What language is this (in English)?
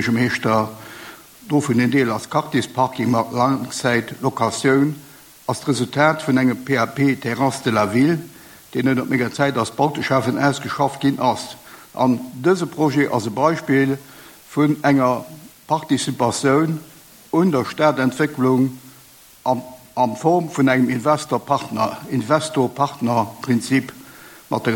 Luxembourgish